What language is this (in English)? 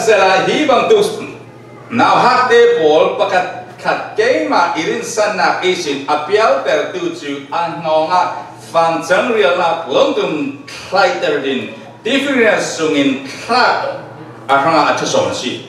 Falam Chin